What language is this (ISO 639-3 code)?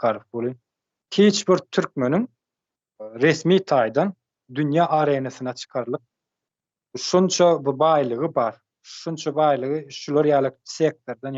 tuk